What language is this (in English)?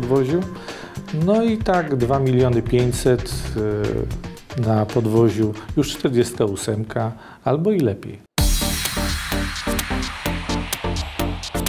Polish